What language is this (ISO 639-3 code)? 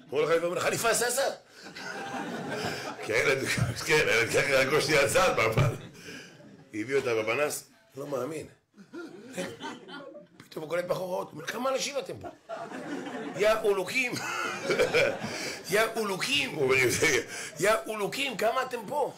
heb